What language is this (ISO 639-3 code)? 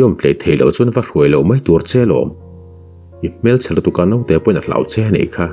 lus